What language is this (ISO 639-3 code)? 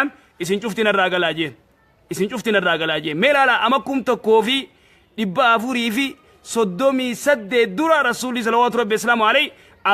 orm